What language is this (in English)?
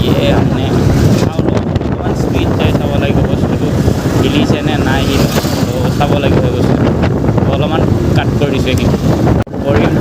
Assamese